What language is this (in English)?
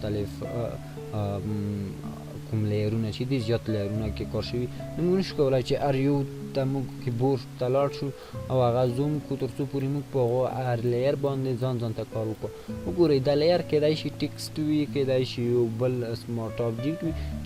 Pashto